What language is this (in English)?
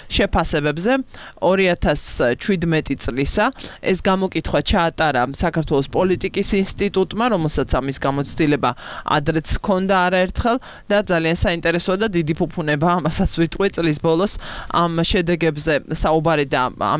Georgian